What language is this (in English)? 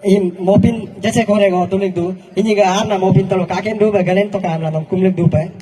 Galo